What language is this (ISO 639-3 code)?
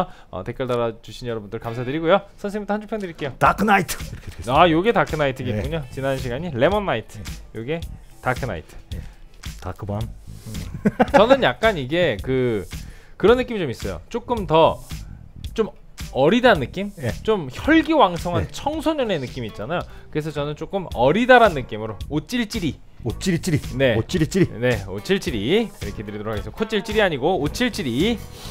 kor